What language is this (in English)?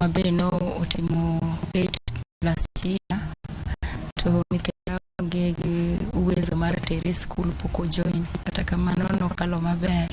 Luo (Kenya and Tanzania)